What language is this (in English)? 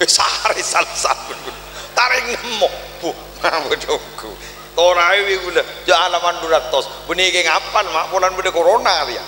Madurese